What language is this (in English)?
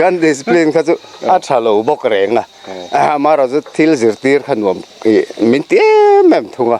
Mizo